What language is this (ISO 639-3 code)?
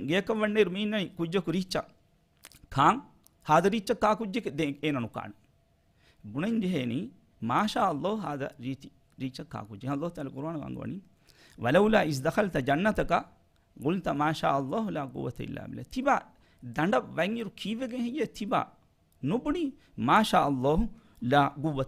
div